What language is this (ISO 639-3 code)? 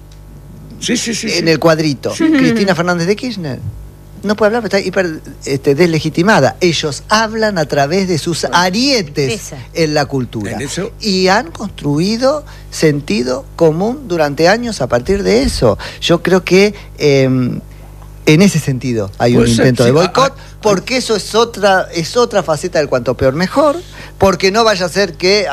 spa